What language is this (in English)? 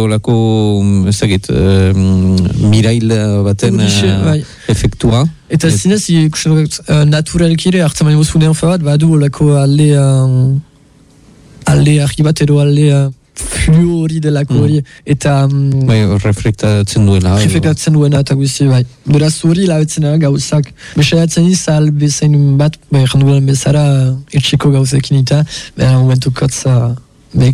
Basque